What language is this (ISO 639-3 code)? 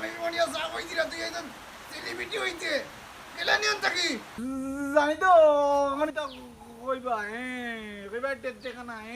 syl